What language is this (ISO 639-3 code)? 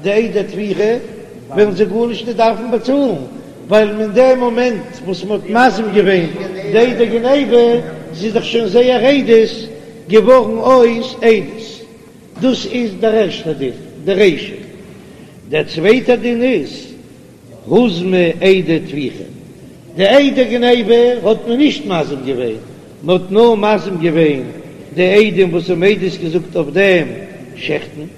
yid